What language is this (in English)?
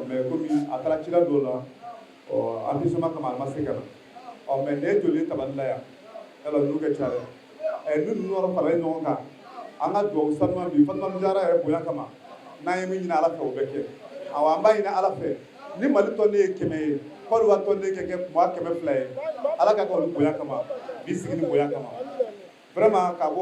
Bambara